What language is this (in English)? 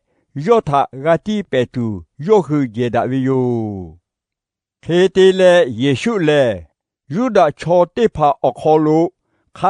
Lahu